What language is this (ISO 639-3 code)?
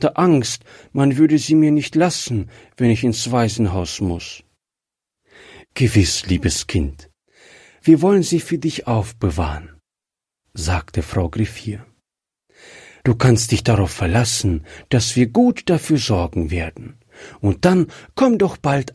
deu